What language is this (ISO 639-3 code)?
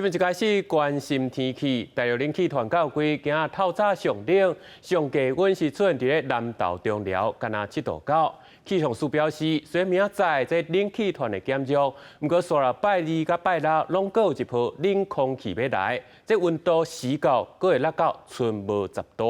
nan